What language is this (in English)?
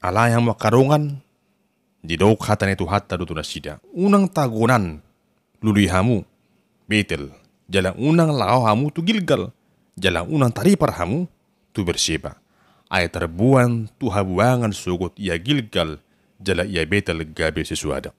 Batak Toba